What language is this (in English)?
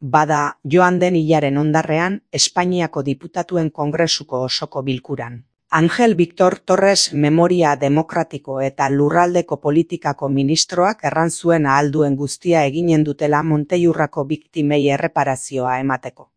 Basque